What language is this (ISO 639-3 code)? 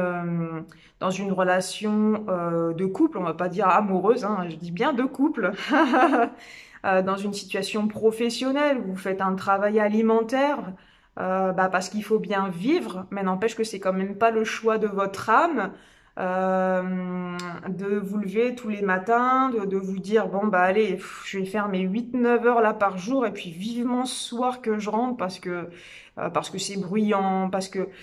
fra